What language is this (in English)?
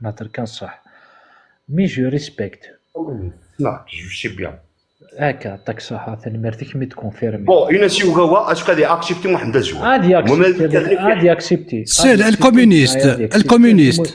Kabyle